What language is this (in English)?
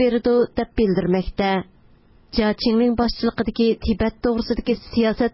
Uyghur